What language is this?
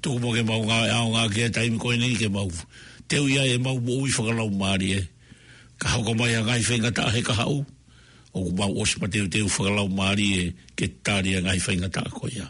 Tongan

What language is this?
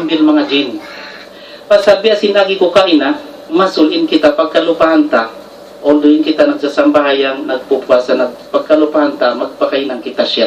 Tausug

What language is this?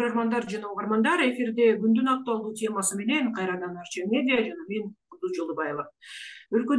Kyrgyz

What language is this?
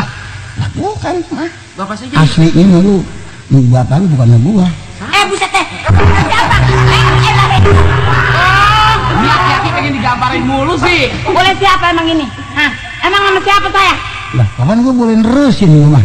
Betawi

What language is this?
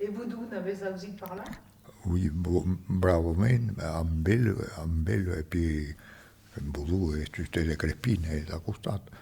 Occitan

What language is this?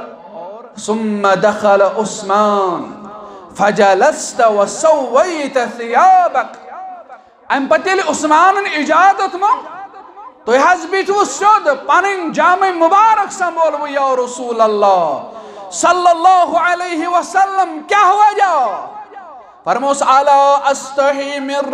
Kashmiri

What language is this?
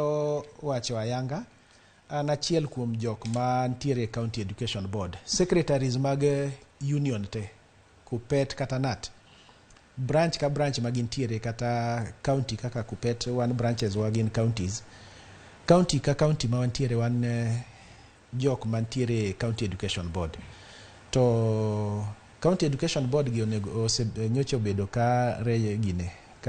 Luo (Kenya and Tanzania)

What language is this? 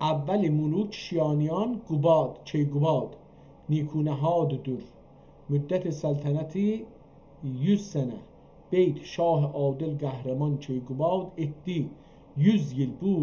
South Azerbaijani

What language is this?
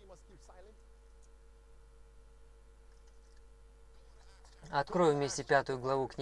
Russian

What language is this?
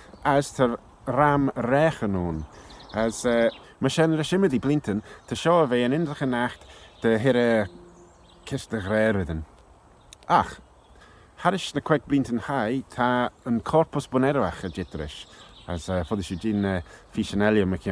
Manx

